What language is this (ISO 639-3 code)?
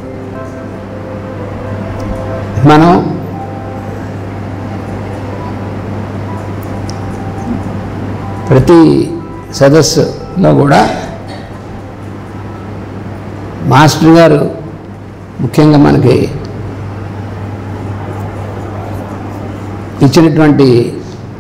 tel